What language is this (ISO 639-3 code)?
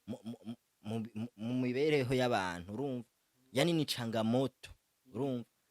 run